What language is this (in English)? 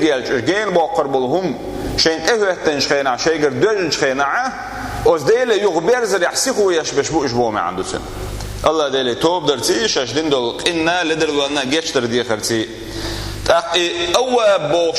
Chechen